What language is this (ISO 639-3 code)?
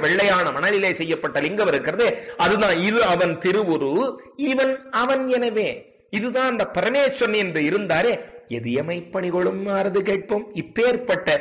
tam